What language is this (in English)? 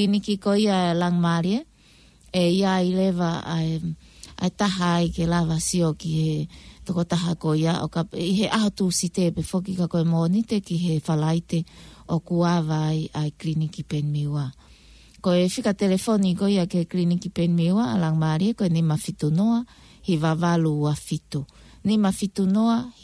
Tongan